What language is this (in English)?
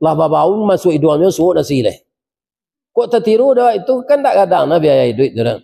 Minangkabau